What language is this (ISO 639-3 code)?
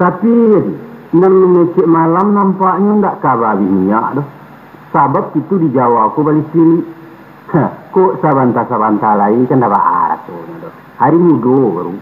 min